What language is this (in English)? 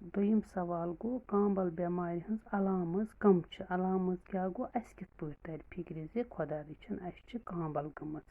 Kashmiri